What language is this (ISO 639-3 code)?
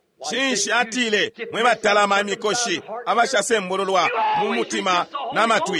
bem